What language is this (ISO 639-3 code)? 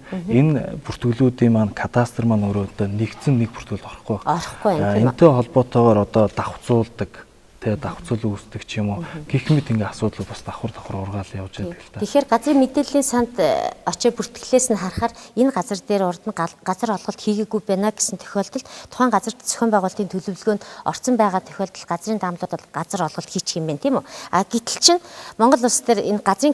mon